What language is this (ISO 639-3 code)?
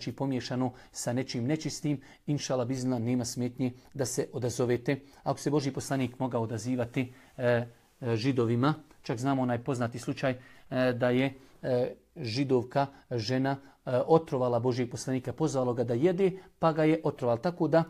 bos